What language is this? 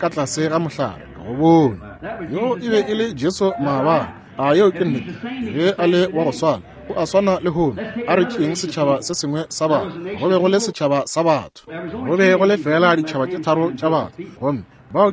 Northern Sotho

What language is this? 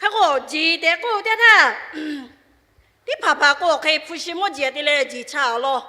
Lahu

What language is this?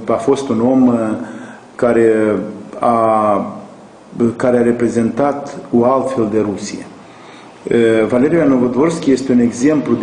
Romanian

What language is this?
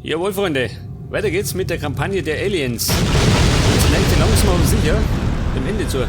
Bavarian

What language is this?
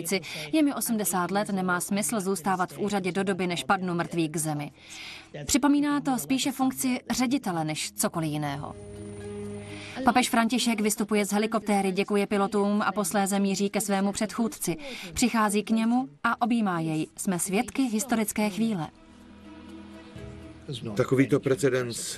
Czech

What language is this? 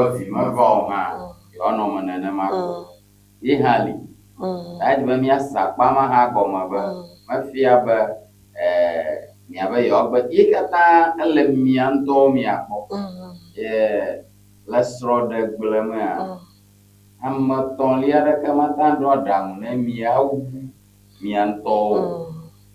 Ewe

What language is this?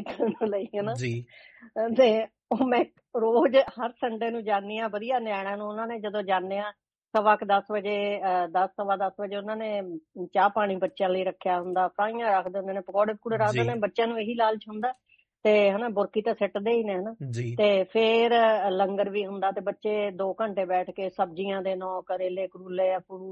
Punjabi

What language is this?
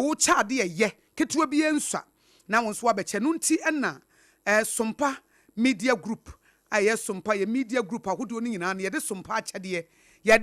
Akan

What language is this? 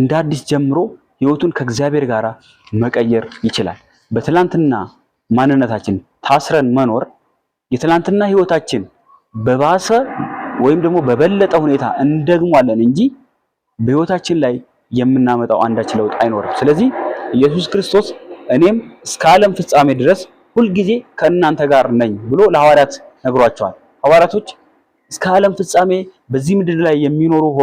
Amharic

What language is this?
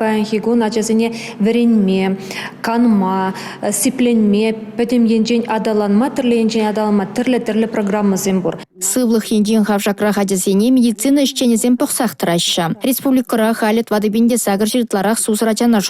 Chuvash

